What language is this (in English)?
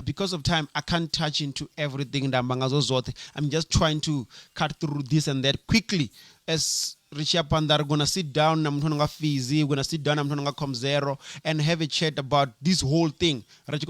Venda